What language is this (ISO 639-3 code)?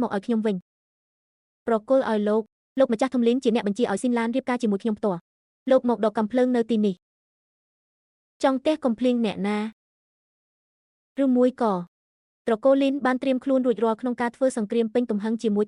khm